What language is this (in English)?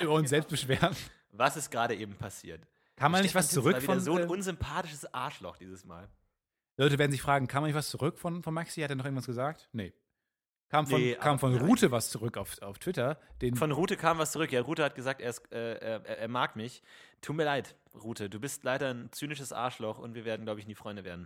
German